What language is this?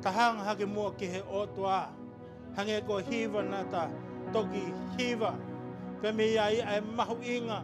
Tongan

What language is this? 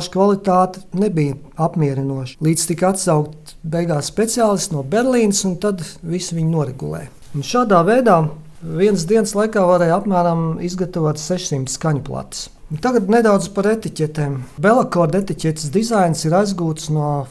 Latvian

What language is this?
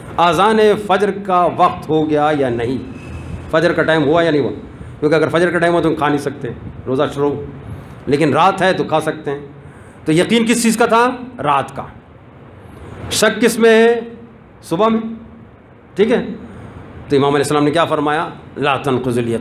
Urdu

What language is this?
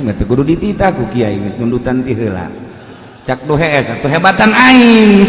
Sundanese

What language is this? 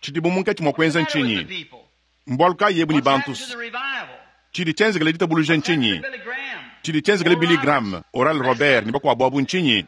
Luba-Lulua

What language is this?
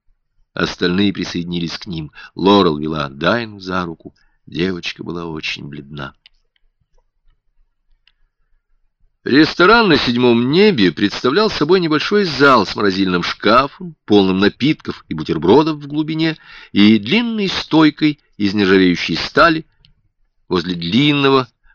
Russian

